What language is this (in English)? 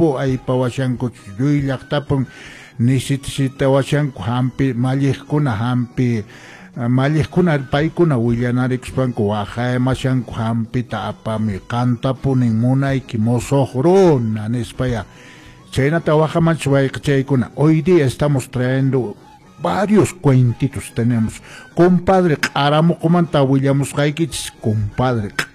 Quechua